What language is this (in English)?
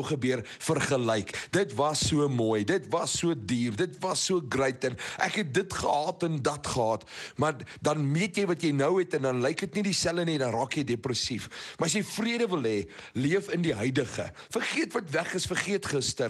Afrikaans